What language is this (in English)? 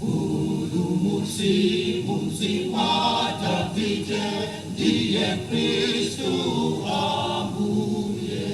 Nyanja